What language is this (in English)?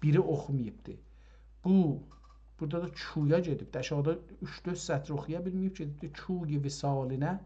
South Azerbaijani